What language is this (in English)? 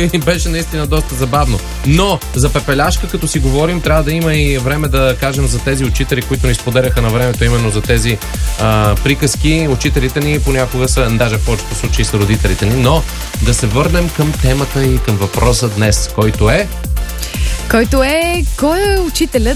Bulgarian